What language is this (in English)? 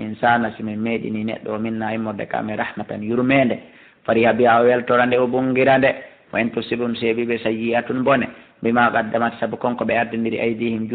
Fula